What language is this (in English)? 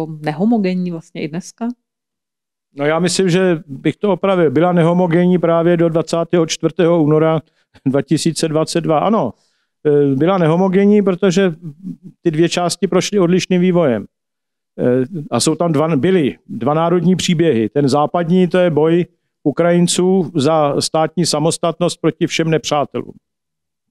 Czech